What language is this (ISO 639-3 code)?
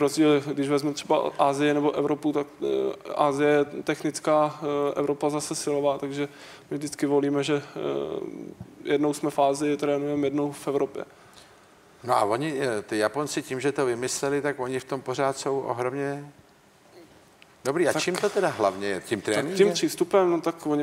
ces